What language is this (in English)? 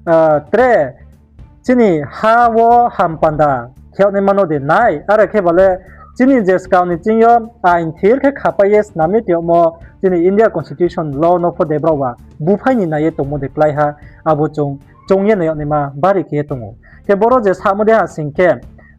Riang (India)